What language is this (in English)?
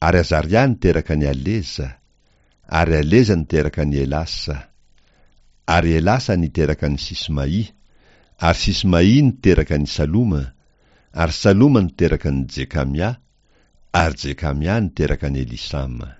Malagasy